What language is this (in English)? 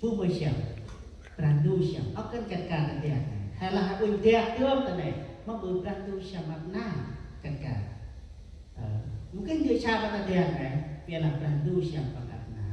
Central Mnong